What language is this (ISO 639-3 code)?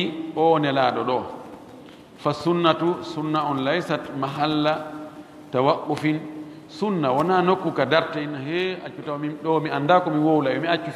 fuf